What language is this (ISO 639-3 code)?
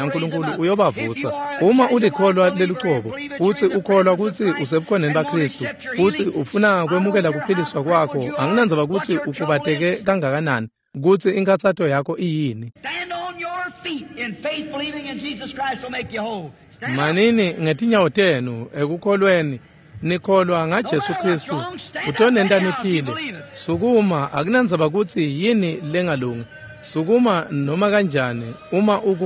ssw